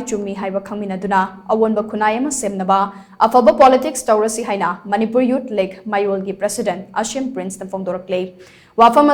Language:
Manipuri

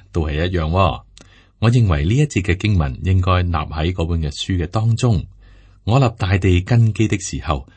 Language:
Cantonese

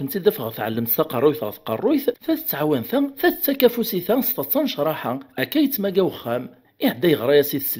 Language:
Kabyle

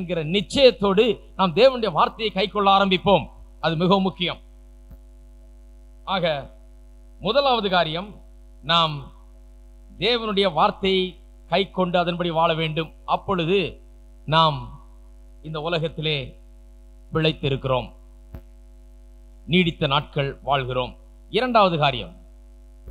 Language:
Tamil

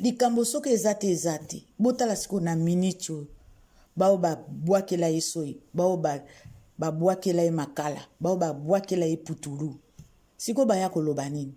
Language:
Lingala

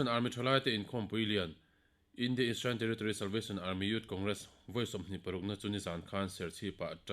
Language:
Mizo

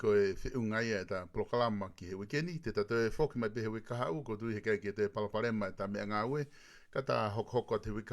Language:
Tongan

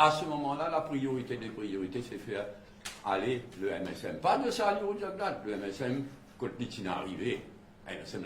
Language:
Morisyen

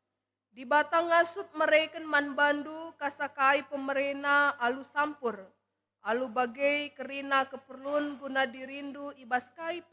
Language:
Batak Karo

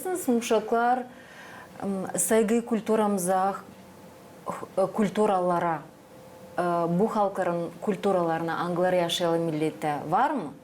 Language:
Gagauz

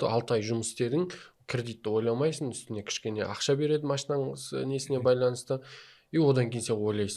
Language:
Kazakh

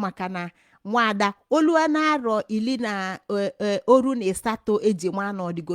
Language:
Igbo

